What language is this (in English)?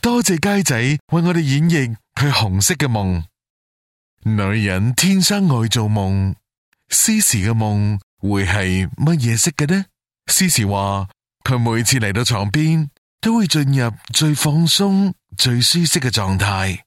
Cantonese